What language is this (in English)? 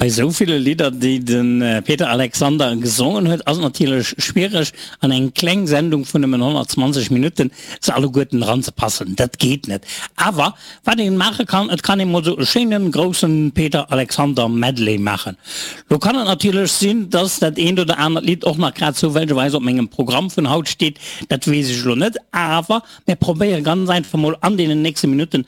Luxembourgish